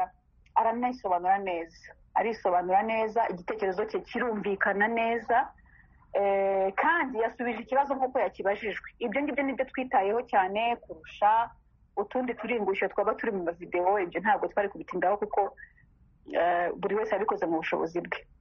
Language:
Kinyarwanda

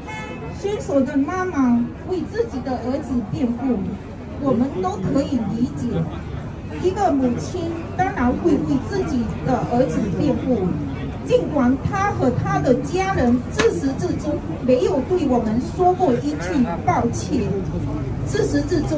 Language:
Chinese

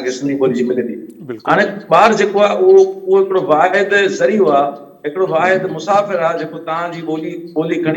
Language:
Sindhi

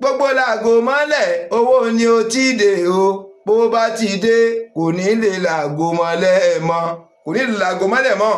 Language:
Yoruba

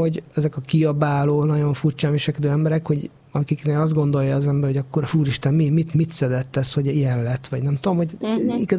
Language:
Hungarian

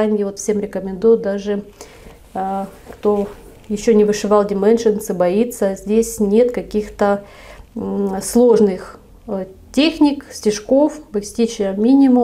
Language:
Russian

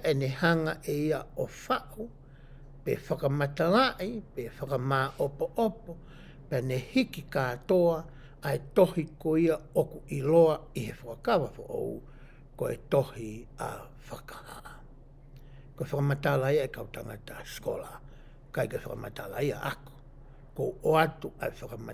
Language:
Tongan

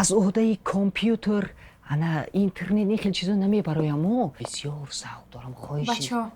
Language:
Tajik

